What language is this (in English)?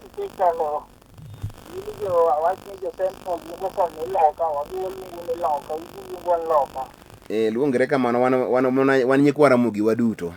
Luo (Kenya and Tanzania)